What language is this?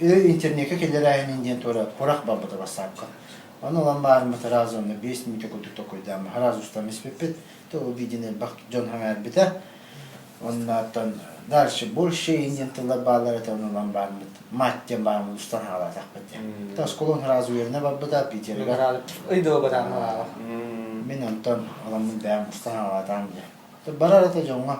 Yakut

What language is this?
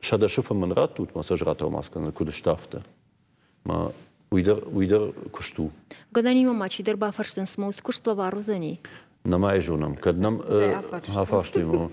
Ossetic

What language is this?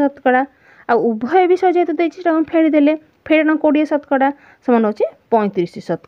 Odia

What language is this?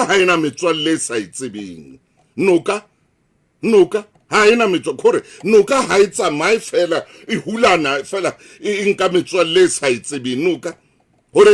Southern Sotho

